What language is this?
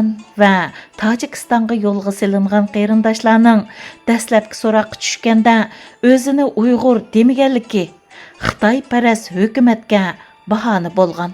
Uyghur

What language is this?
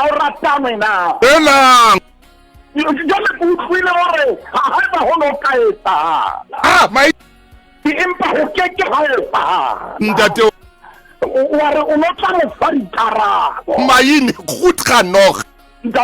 Southern Sotho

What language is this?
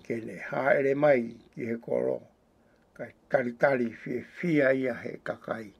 Tongan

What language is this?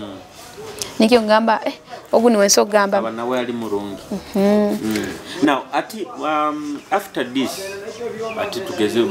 Nyoro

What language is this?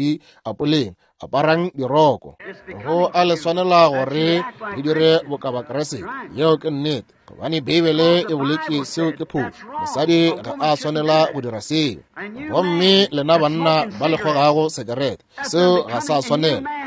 Northern Sotho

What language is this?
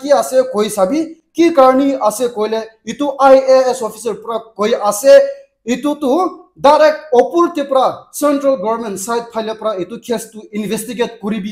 Naga Pidgin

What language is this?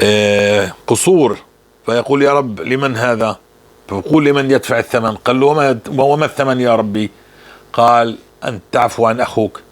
North Levantine Arabic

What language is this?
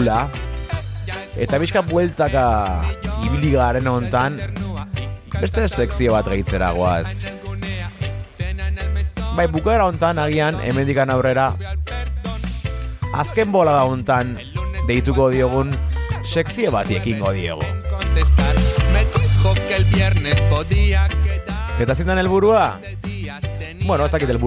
Basque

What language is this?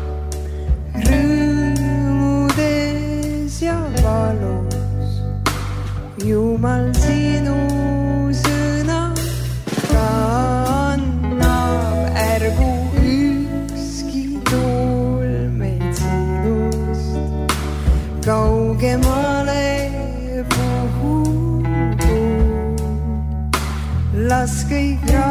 Estonian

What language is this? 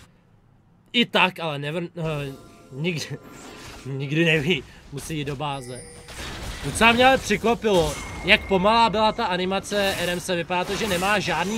Czech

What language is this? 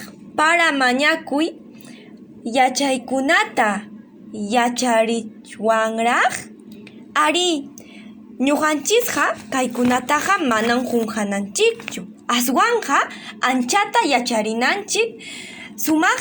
Ayacucho Quechua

